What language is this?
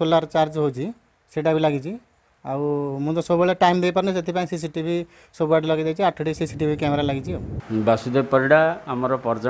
Odia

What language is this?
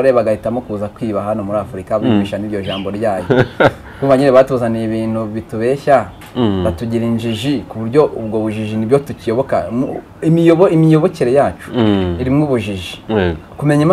Kinyarwanda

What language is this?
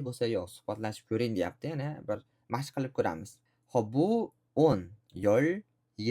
Uzbek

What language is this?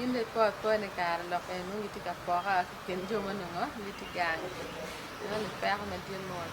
Acoli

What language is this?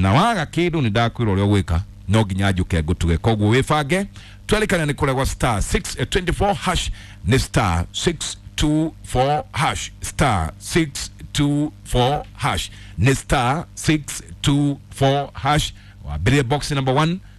Kikuyu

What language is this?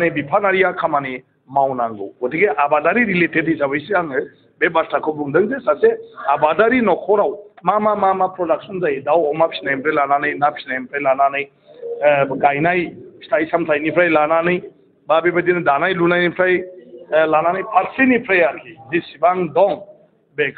Bodo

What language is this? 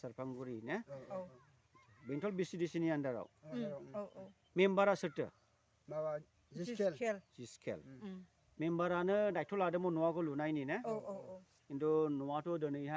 Bodo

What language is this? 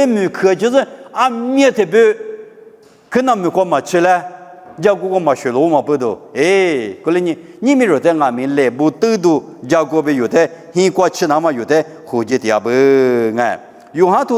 Lisu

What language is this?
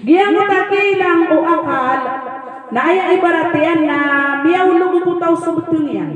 Maranao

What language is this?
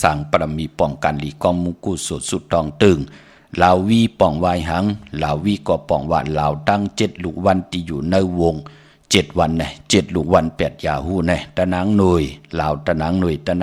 Shan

